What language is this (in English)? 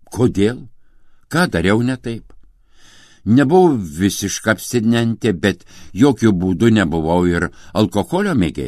Lithuanian